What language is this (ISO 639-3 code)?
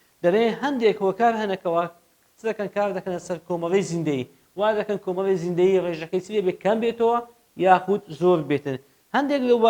ckb